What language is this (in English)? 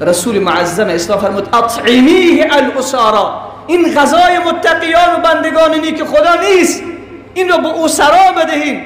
Persian